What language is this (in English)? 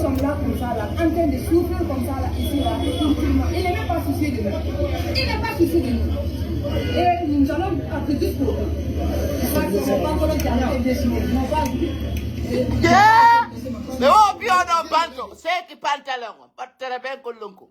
Pular